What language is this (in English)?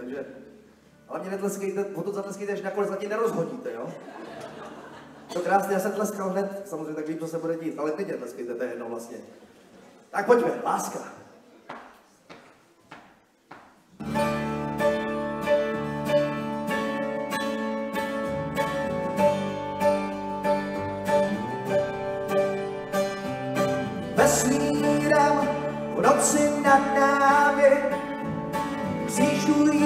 Czech